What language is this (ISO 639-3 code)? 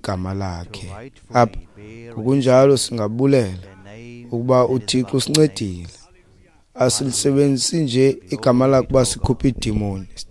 xho